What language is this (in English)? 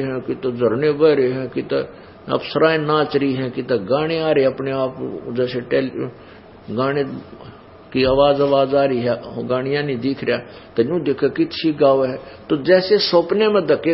Hindi